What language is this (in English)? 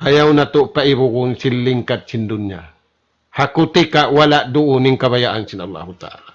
Tausug